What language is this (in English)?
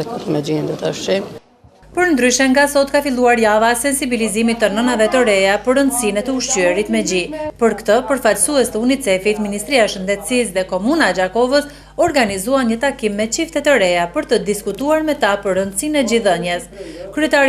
Albanian